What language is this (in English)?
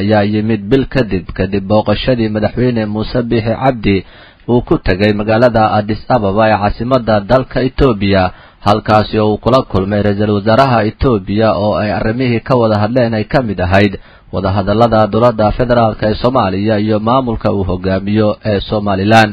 Somali